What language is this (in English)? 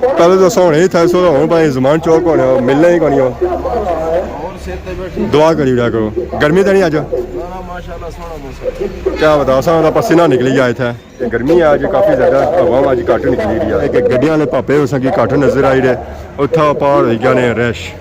Pahari-Potwari